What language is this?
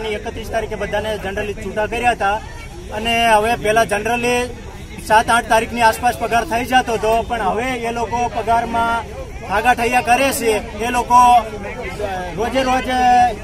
Gujarati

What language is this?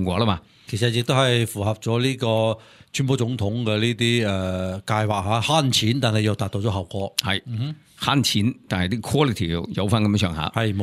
Cantonese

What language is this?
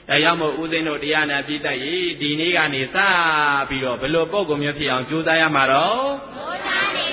Burmese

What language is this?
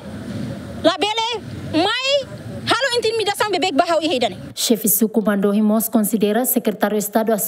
Tetum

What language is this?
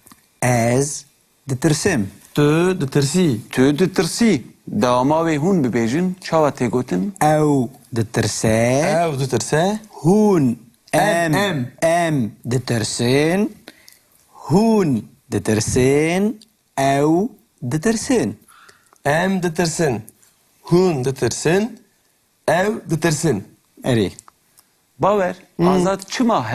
Kurdish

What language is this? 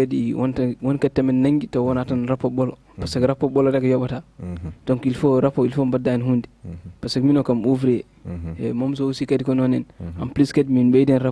Fula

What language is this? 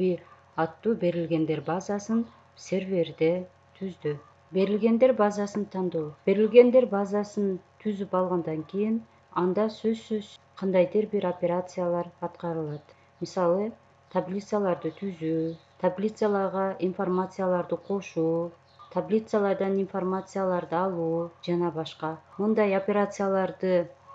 Kyrgyz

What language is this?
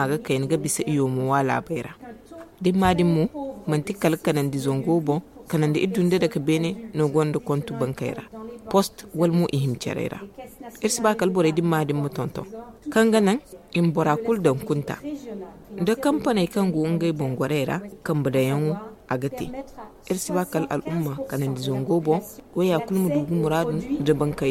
Zarma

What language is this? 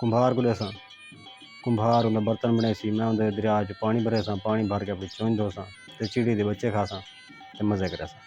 Saraiki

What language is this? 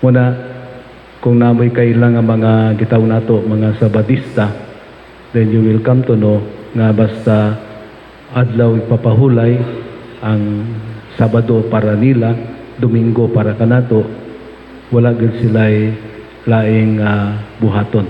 Cebuano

